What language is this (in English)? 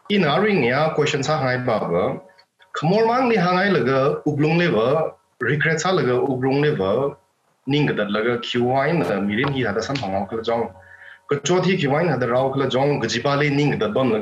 Tangkhul Naga (India)